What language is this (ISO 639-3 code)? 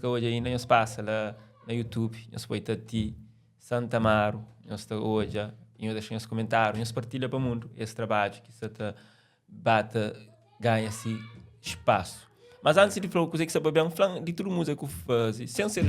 kea